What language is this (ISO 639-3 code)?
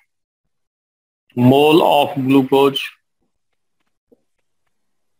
hin